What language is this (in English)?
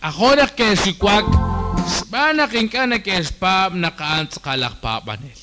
Kekchí